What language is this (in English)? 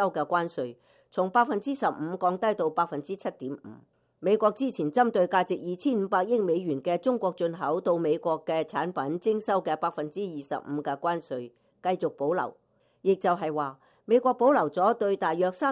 Cantonese